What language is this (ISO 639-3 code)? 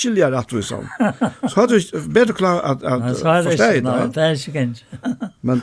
fao